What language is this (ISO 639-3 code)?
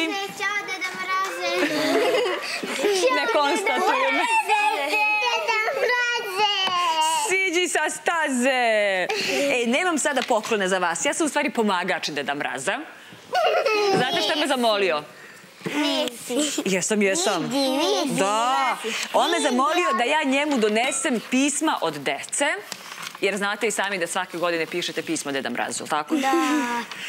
srp